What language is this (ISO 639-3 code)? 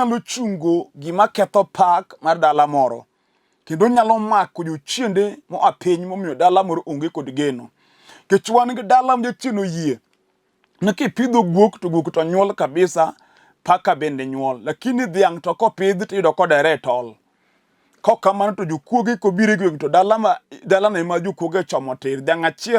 luo